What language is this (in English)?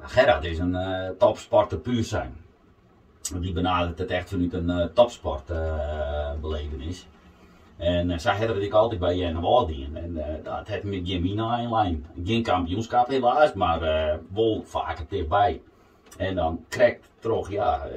Western Frisian